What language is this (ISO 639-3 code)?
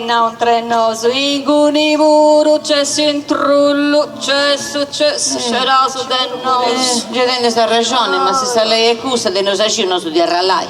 srd